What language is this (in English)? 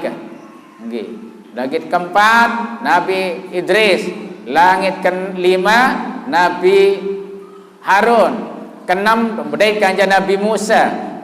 Sasak